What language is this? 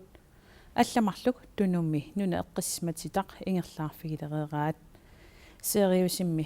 Kalaallisut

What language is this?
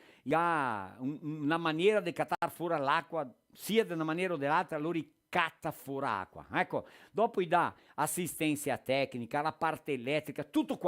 Venetian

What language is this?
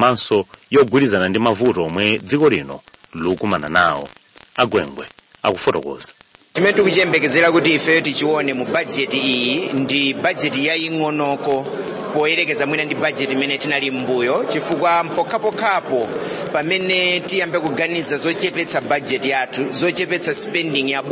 Nyanja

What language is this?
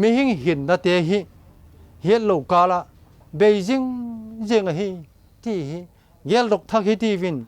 Vaiphei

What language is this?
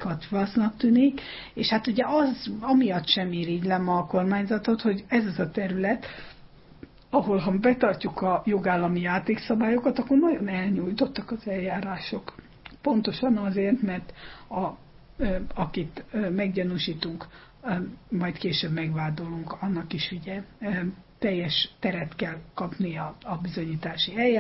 Hungarian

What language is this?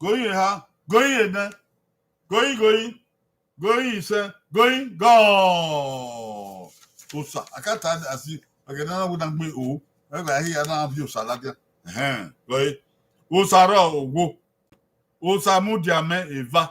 Bini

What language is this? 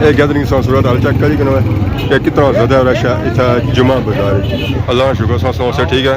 Pahari-Potwari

